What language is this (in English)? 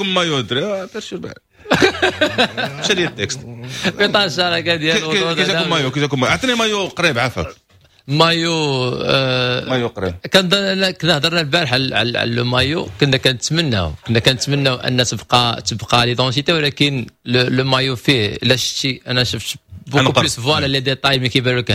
Moroccan Arabic